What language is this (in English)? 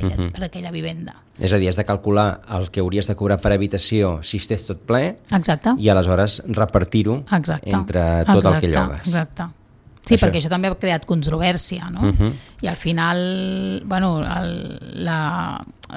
Catalan